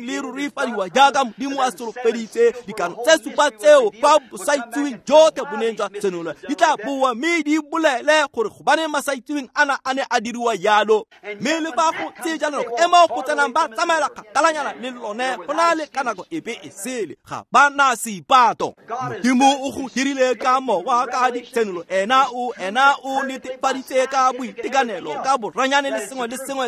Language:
Tswana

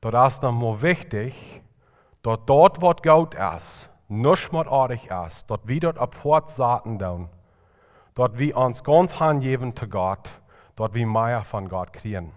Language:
Plautdietsch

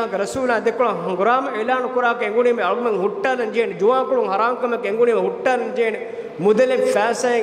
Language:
Divehi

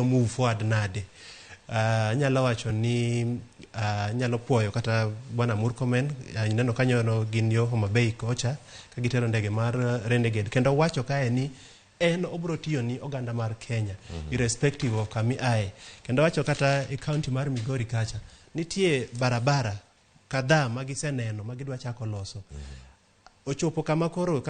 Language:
Luo (Kenya and Tanzania)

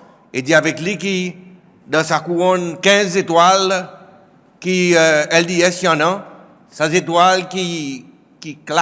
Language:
Seselwa Creole French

